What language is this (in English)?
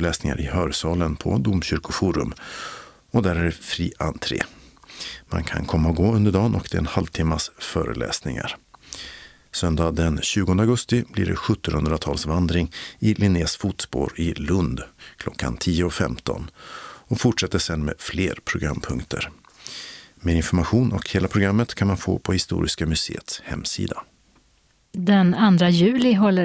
Swedish